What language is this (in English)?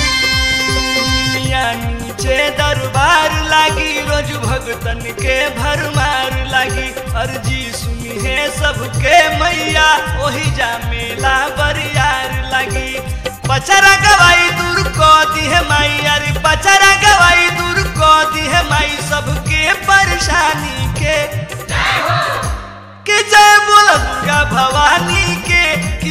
Bhojpuri